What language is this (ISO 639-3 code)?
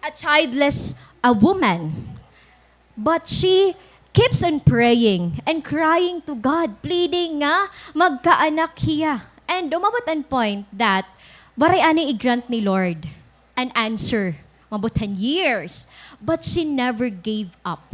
war